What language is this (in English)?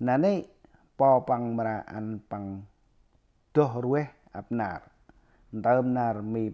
Central Mnong